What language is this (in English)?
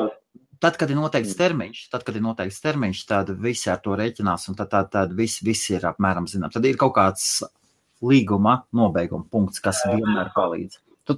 Latvian